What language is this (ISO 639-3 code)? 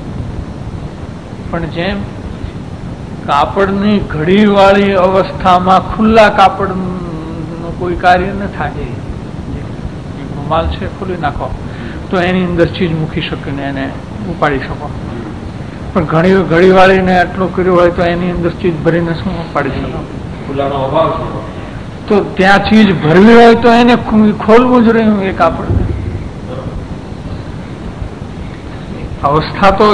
guj